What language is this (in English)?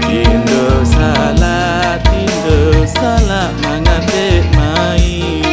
Sasak